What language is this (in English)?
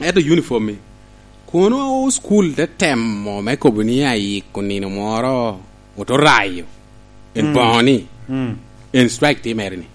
Lango (Uganda)